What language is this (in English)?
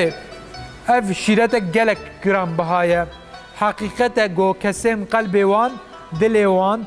Kurdish